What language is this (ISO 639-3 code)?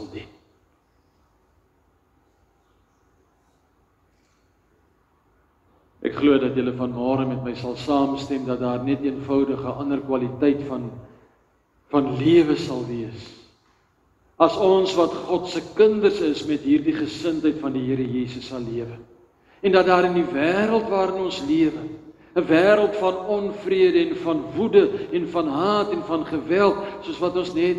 afr